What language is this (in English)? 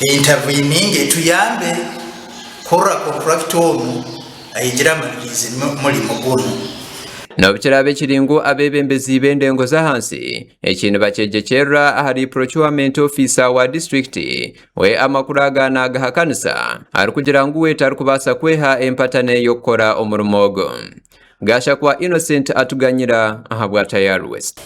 Nyankole